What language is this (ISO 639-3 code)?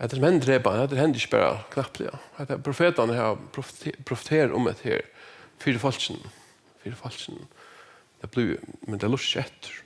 fao